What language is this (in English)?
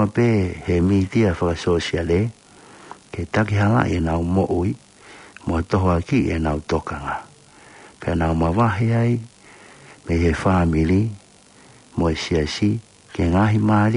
Tongan